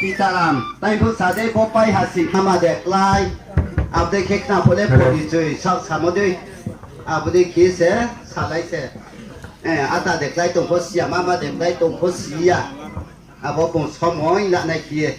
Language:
Riang (India)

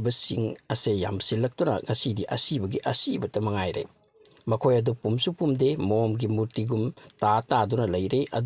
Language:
Manipuri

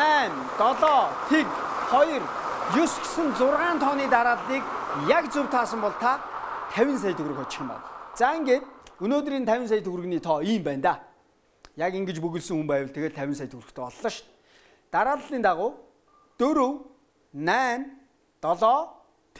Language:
Mongolian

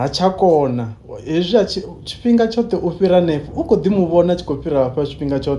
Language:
Venda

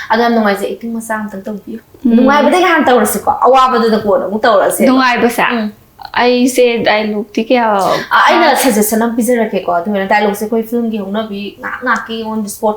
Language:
Manipuri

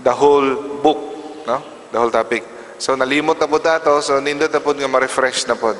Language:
Cebuano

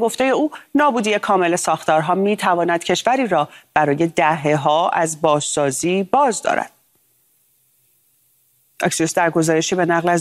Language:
Persian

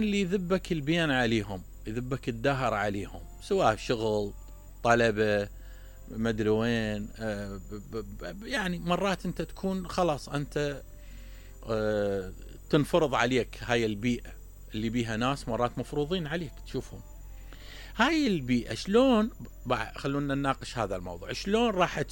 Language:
Mesopotamian Arabic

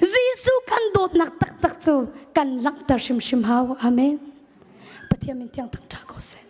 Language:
Hakha Chin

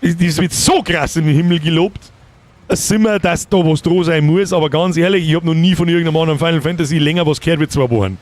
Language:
Bavarian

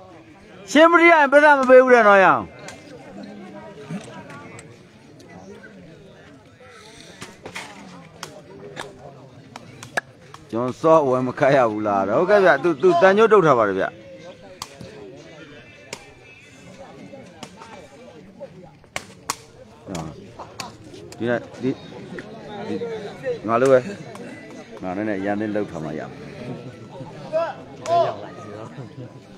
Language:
Burmese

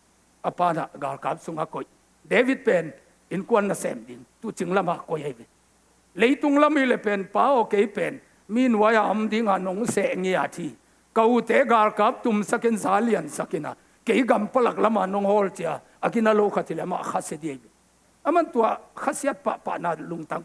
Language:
Tedim Chin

